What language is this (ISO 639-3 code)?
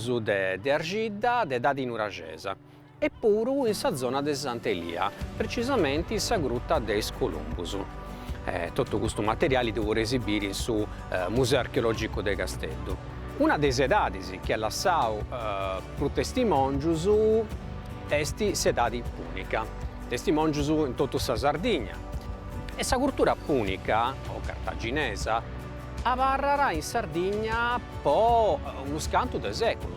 srd